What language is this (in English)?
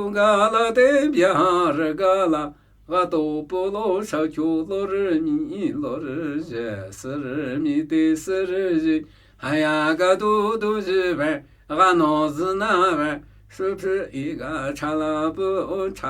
Namuyi